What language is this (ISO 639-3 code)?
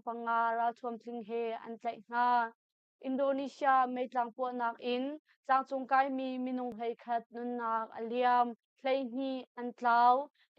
cnh